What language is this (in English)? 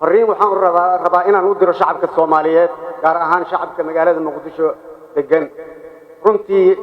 Somali